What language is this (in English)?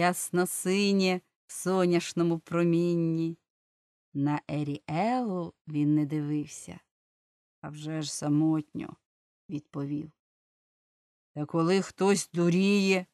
Ukrainian